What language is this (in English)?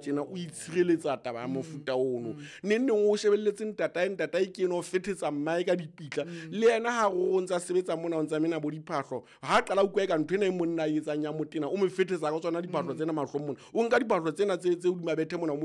Southern Sotho